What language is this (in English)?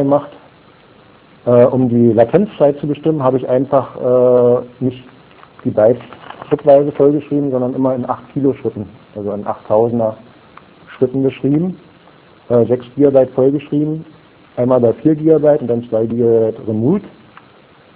German